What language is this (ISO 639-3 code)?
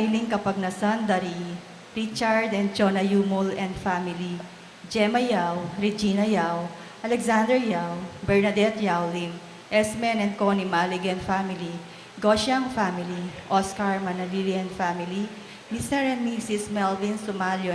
pam